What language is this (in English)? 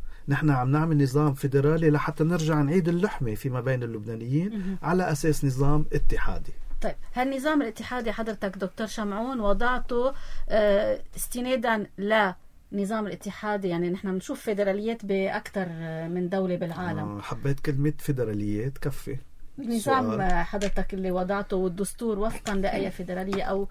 North Levantine Arabic